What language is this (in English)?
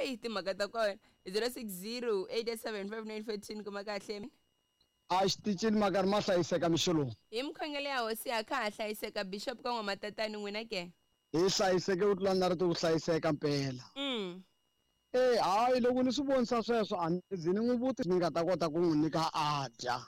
Tsonga